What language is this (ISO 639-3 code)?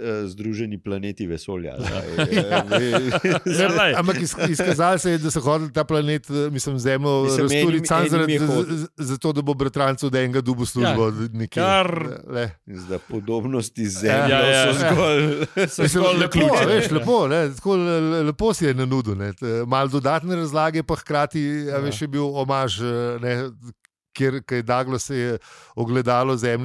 slv